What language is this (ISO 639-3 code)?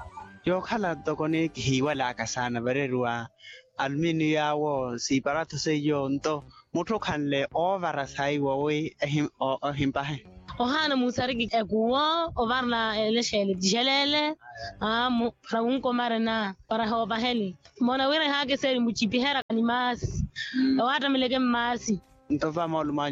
vmw